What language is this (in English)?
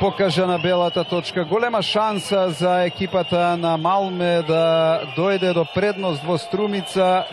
Macedonian